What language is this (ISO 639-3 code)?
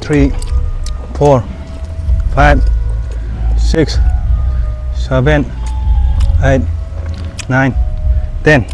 mni